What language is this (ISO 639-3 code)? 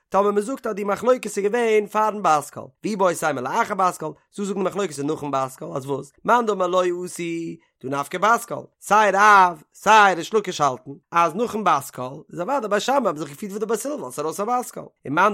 yid